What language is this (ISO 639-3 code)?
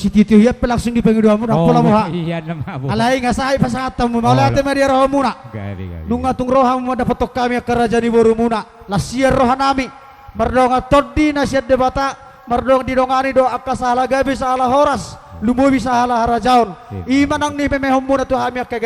bbc